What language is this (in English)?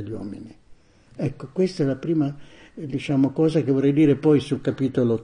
Italian